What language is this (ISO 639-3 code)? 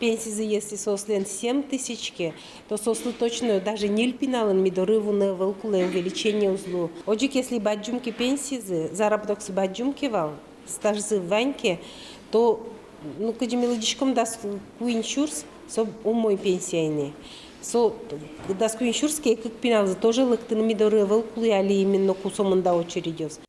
udm